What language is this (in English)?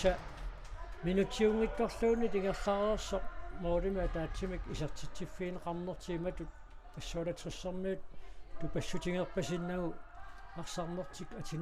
Kalaallisut